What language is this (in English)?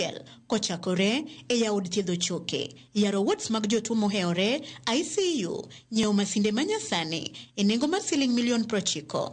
Luo (Kenya and Tanzania)